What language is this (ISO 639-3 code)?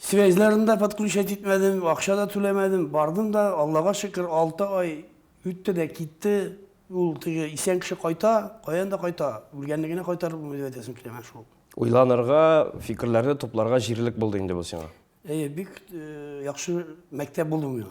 tat